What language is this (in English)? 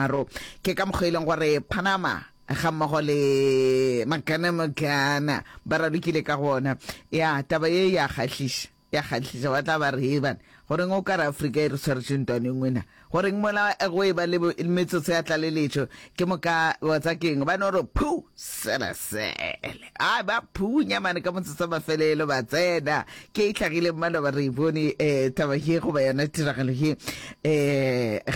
Northern Sotho